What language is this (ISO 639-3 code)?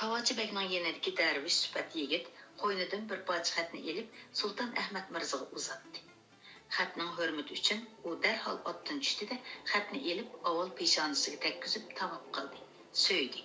uig